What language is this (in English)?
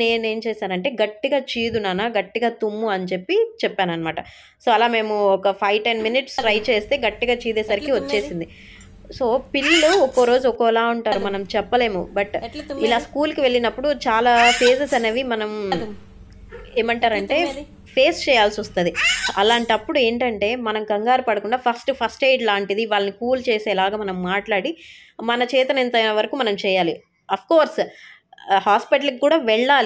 Telugu